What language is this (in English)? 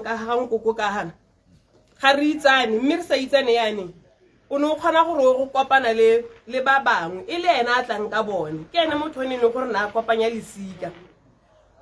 Tswana